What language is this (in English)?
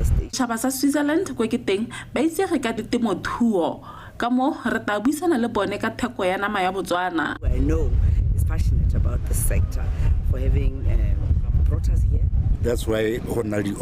Tswana